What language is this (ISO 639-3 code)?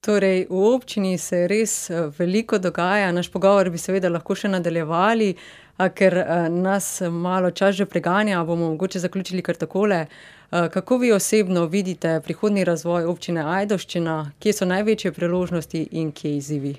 slv